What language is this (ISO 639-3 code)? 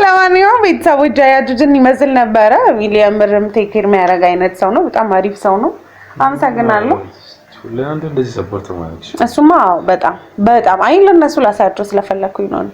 amh